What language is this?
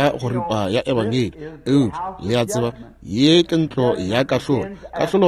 Northern Sotho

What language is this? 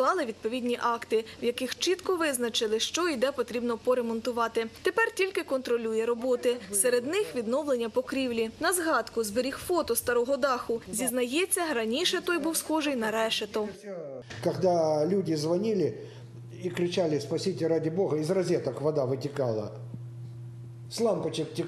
Ukrainian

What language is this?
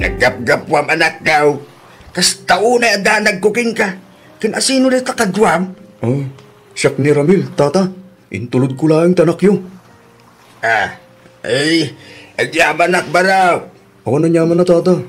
Iloko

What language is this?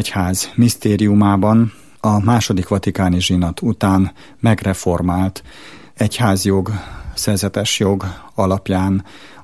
Hungarian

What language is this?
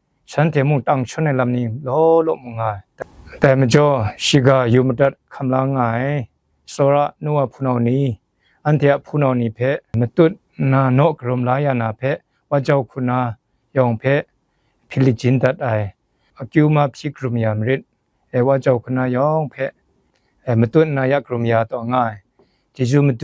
Kachin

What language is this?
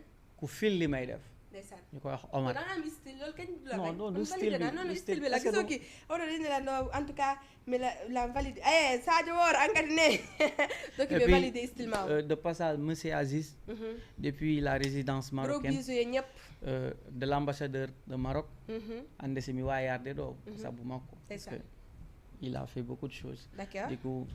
Fula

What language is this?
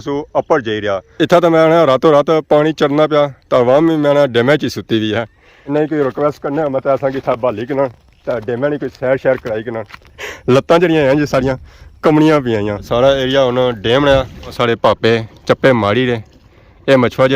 Pahari-Potwari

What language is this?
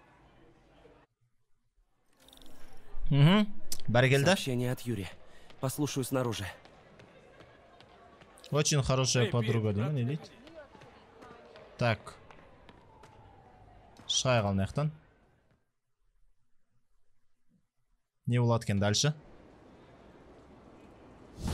Kazakh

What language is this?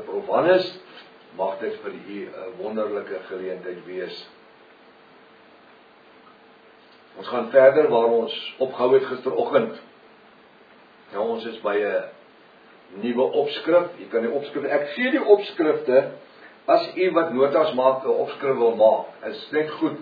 Afrikaans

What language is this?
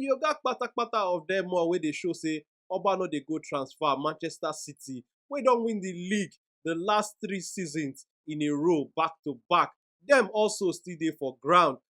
Nigerian Pidgin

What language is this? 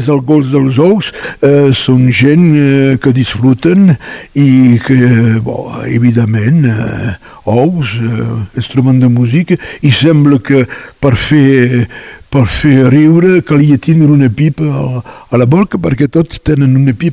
Catalan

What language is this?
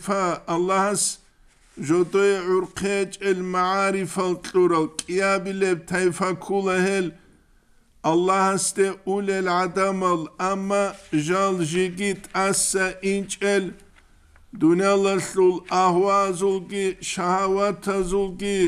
Avaric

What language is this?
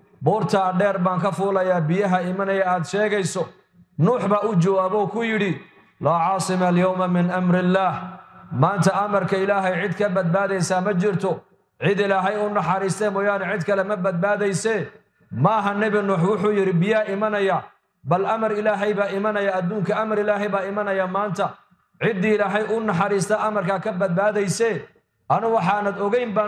Somali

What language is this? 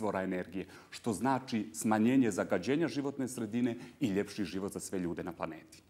Bosnian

